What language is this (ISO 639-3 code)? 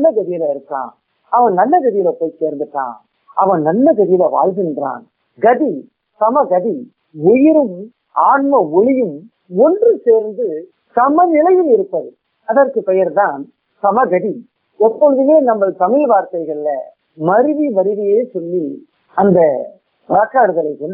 tam